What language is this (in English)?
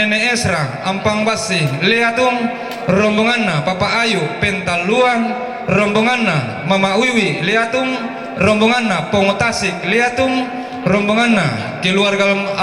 Toraja-Sa'dan